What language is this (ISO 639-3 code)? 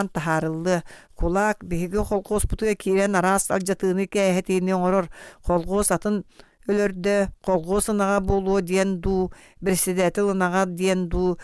sah